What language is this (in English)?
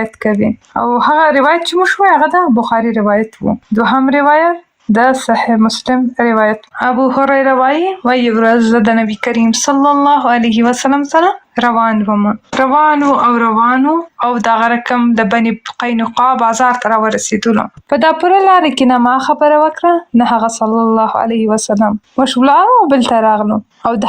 Pashto